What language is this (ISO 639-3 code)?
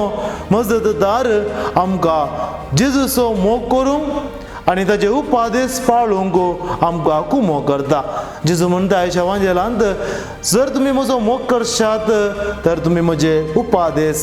kok